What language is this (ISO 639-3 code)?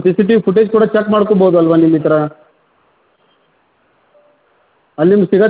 kan